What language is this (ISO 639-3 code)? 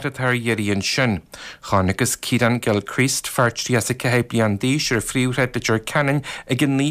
gle